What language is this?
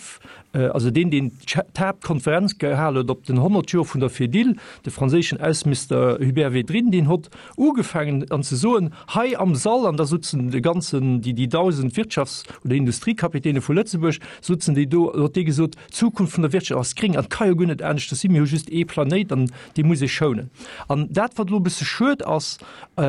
Luxembourgish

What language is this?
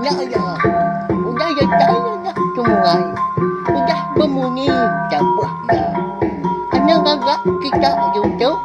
Iban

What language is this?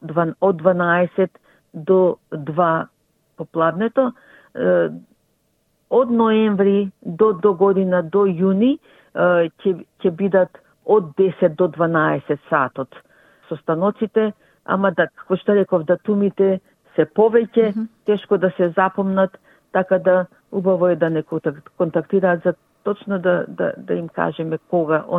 Macedonian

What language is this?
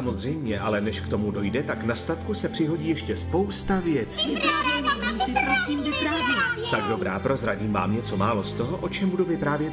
Czech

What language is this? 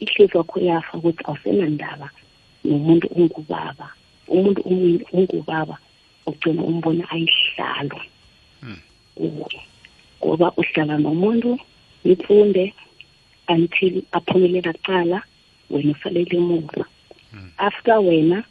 South Ndebele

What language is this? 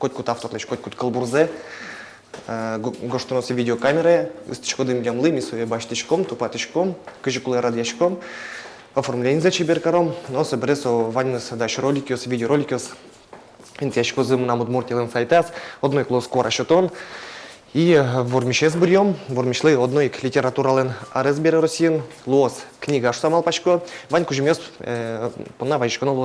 Udmurt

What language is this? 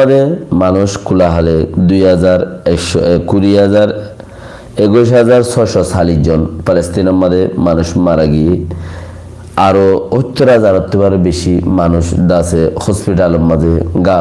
Rohingya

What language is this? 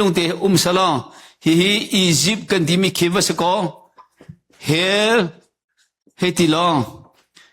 Hakha Chin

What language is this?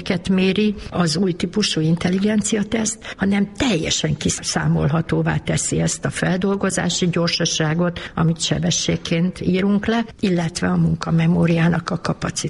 Hungarian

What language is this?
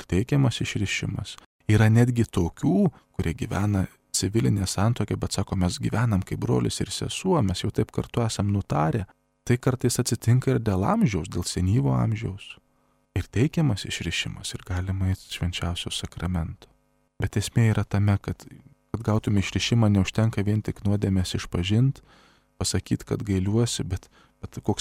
Lithuanian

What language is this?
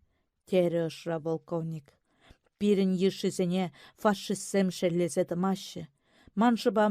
Chuvash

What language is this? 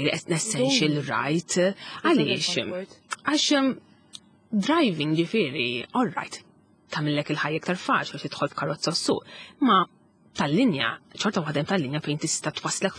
Maltese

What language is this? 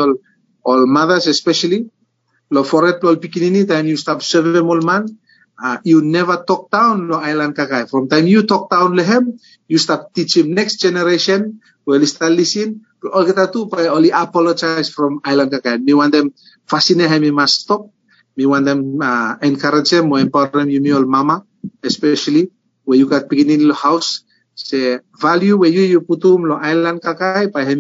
Bislama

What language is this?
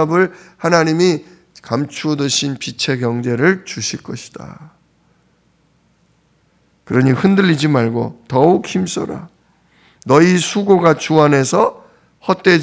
Korean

